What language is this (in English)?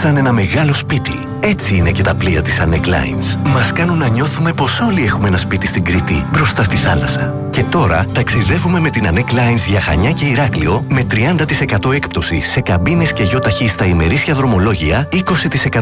Greek